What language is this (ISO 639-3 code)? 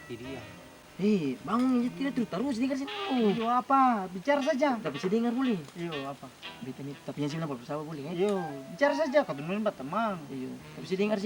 abs